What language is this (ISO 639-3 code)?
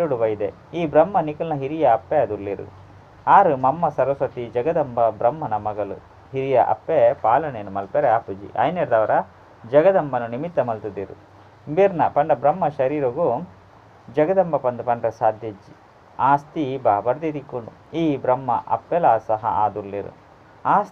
tcy